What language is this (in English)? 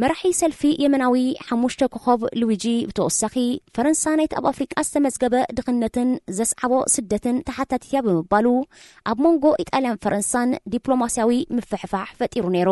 Tigrinya